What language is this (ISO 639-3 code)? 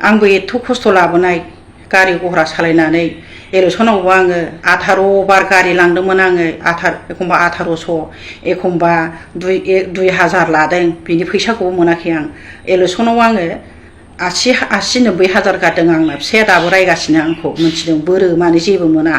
brx